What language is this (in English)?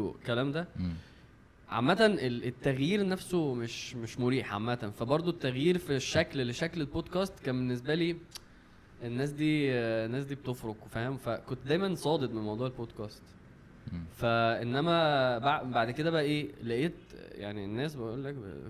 Egyptian Arabic